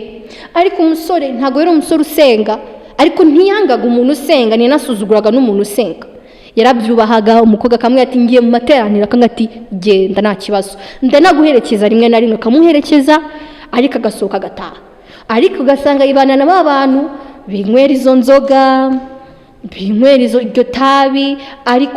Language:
Kinyarwanda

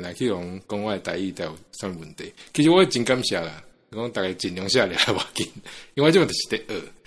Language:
Min Nan Chinese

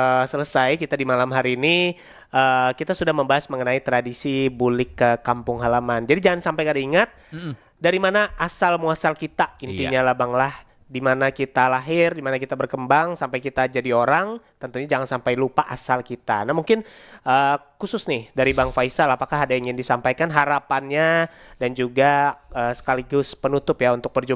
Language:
Banjar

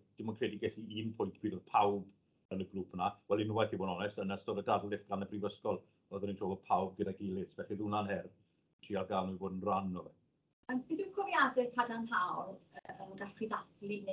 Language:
Welsh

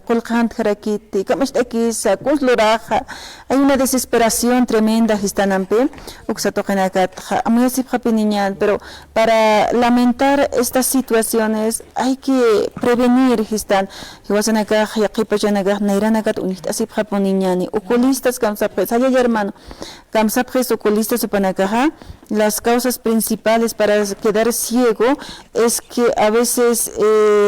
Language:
Aymara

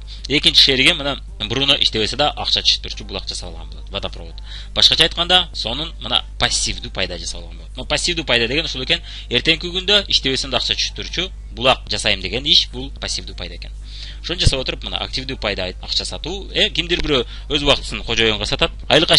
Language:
Kyrgyz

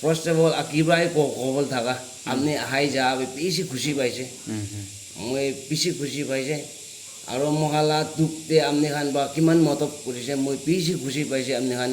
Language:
Naga Pidgin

